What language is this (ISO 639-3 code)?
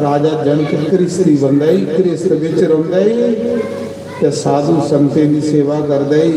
doi